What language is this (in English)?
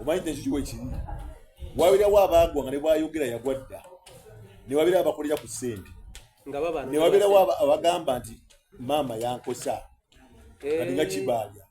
Soga